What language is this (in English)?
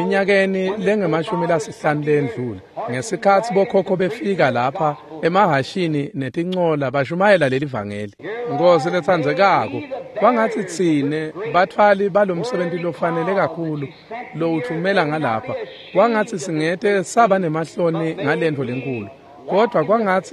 Swati